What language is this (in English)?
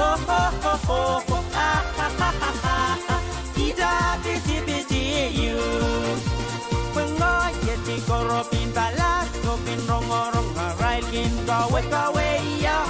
Pohnpeian